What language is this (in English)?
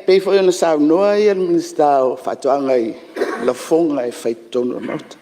Samoan